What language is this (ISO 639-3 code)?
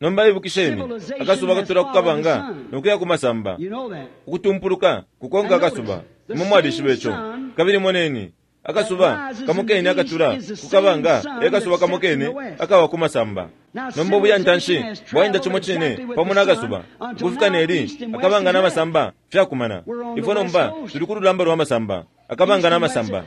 bem